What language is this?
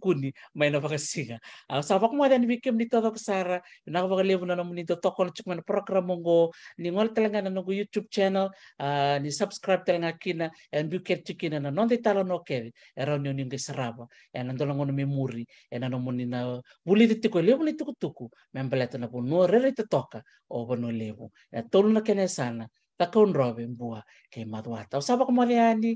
Fijian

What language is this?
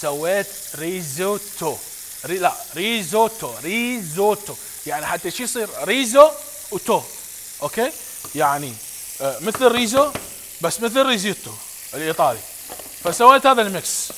Mesopotamian Arabic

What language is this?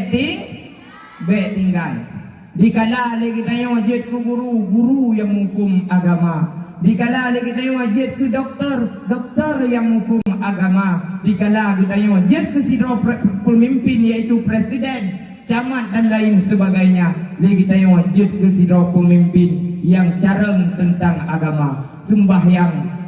Achinese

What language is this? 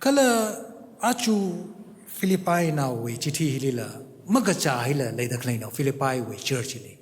Tangkhul Naga (India)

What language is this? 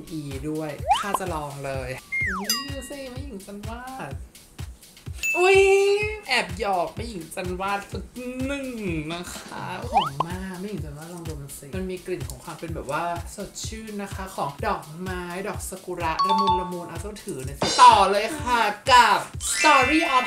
Thai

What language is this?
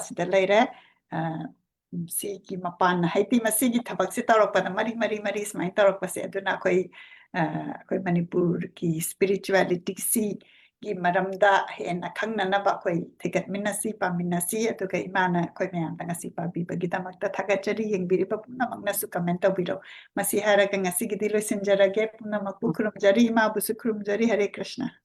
Manipuri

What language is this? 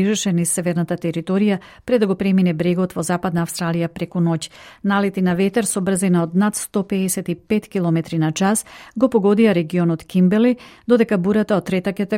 Macedonian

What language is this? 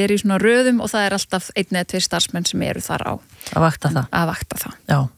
Icelandic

